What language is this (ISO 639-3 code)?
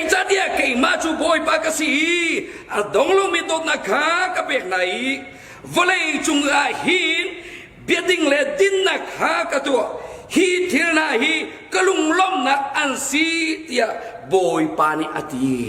cnh